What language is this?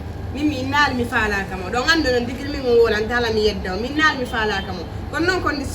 Fula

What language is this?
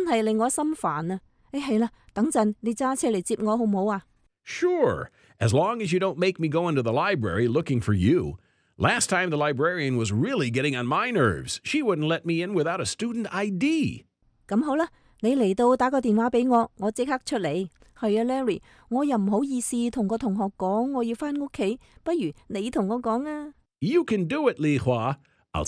Cantonese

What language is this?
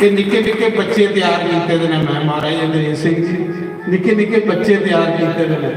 Dogri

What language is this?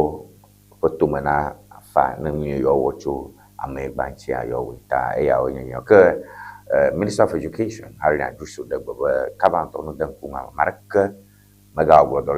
Ewe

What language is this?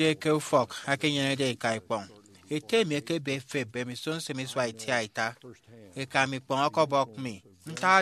Efik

